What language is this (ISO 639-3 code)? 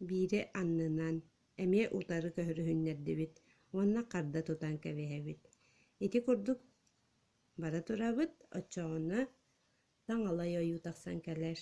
sah